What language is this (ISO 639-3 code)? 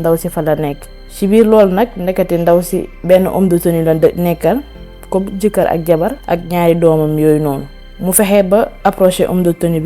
wol